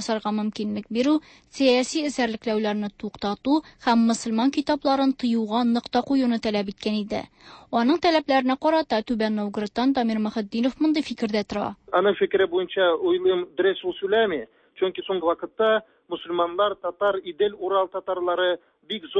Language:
Tatar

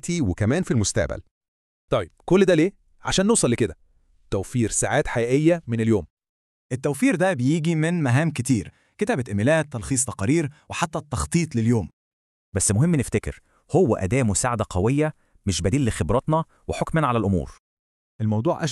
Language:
Egyptian Arabic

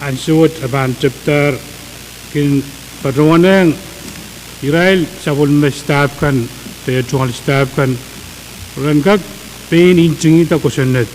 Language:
Pohnpeian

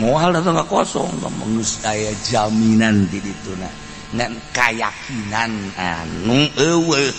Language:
Sundanese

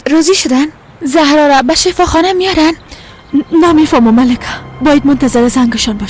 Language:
Persian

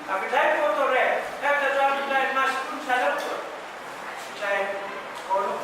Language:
Pohnpeian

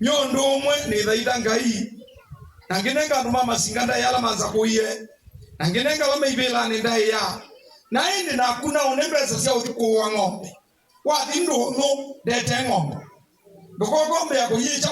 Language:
Kamba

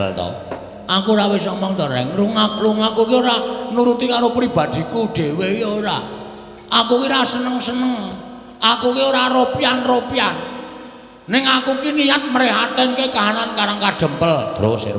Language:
Javanese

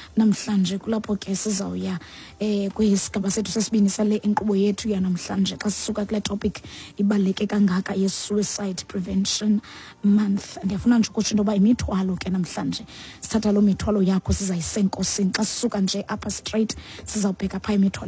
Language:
Xhosa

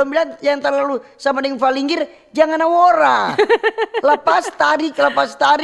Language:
Manado Malay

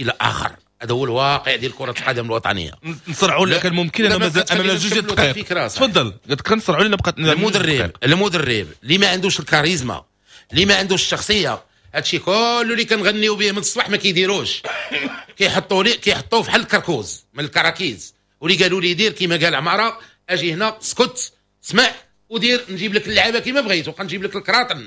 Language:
Moroccan Arabic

